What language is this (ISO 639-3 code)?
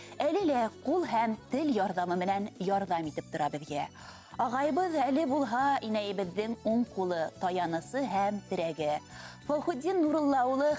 bak